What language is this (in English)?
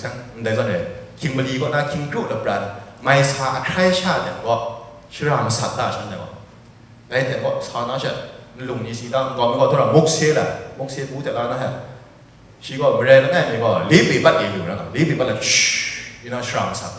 Kachin